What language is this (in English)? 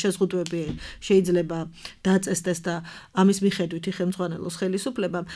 Georgian